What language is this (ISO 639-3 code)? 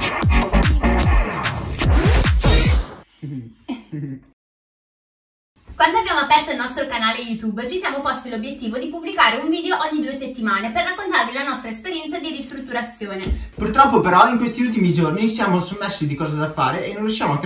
ita